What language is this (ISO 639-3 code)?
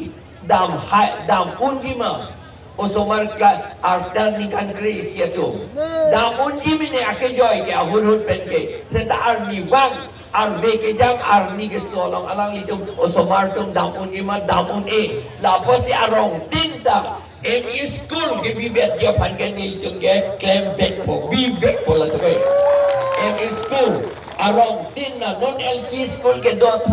mjw